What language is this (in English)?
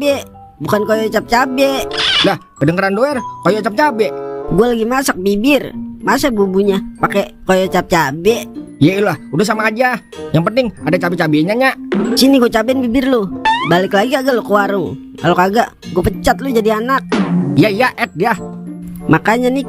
Betawi